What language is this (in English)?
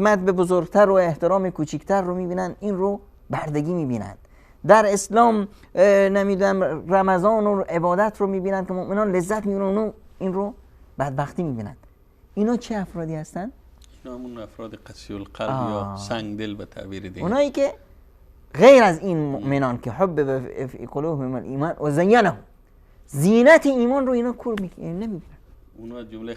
Persian